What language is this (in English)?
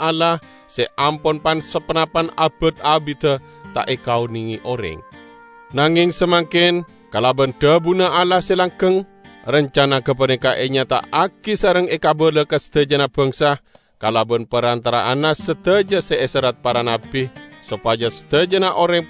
Madurese